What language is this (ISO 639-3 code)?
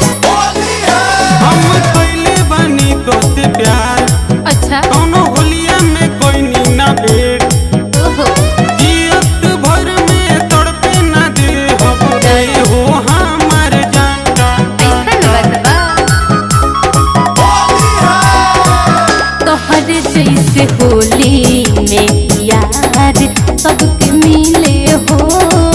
bho